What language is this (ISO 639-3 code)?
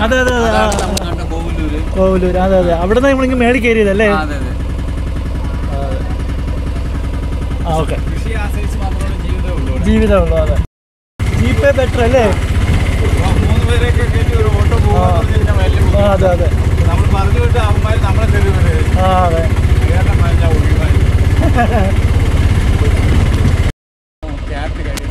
mal